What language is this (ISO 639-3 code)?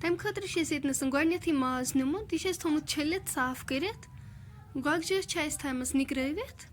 kas